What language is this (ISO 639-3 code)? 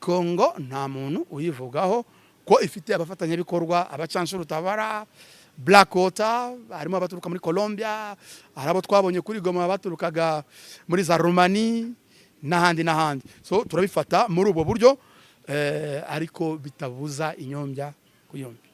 kin